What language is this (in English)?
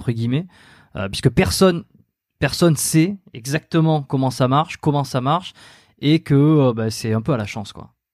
French